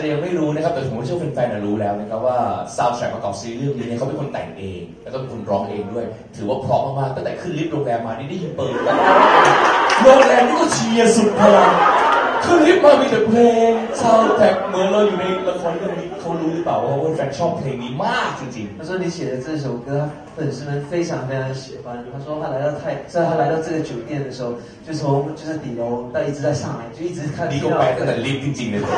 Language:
Thai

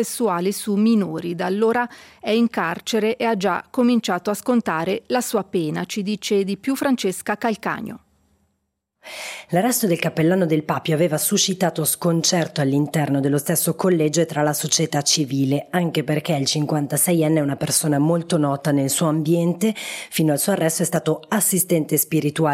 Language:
Italian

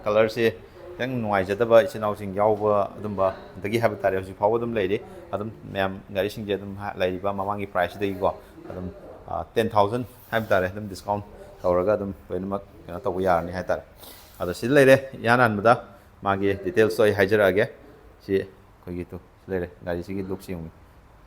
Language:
Manipuri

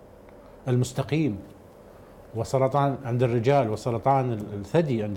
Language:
Arabic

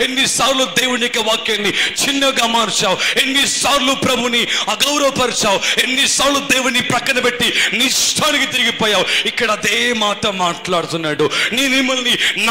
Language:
Telugu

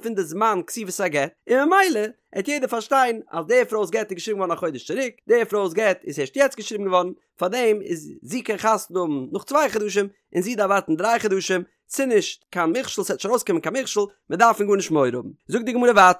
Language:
Yiddish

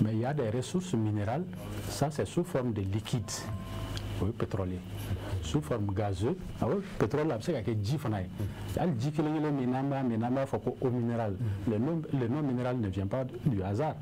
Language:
Bambara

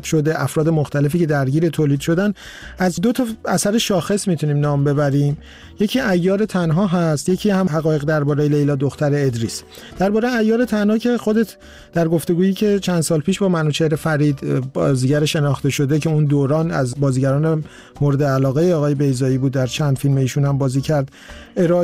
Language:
Persian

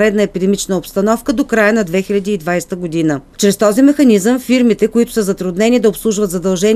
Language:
Bulgarian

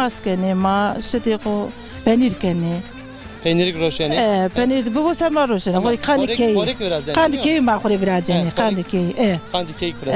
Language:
Zaza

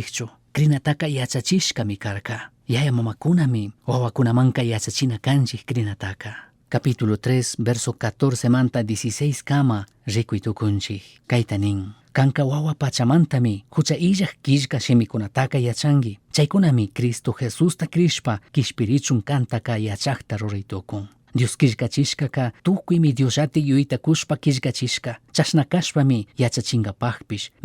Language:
Chimborazo Highland Quichua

